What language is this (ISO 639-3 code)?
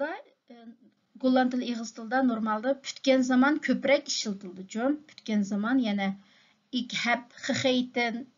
uig